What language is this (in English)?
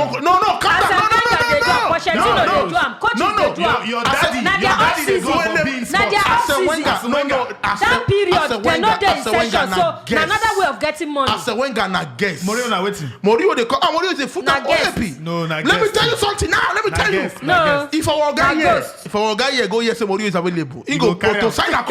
Nigerian Pidgin